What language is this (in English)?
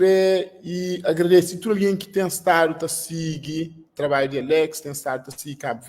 Kabuverdianu